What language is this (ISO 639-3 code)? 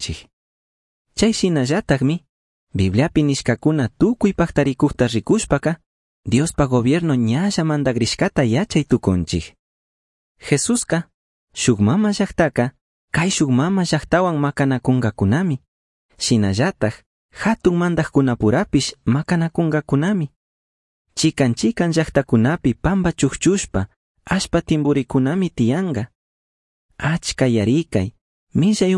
qug